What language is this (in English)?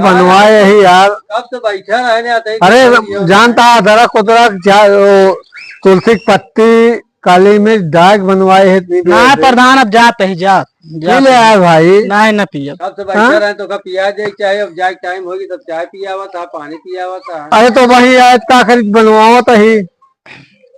Awadhi